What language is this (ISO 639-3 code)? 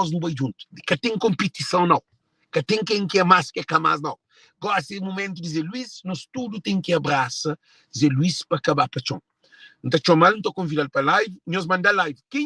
kea